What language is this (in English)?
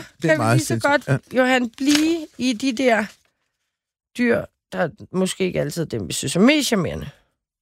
Danish